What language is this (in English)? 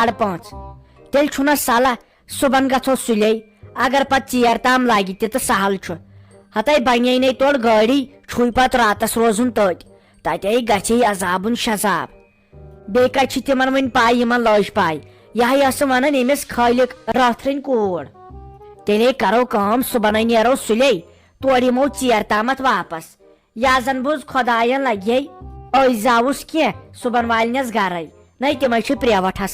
Kashmiri